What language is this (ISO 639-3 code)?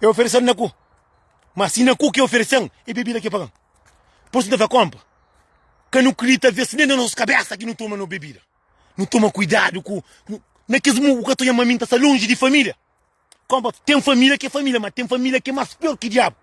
kea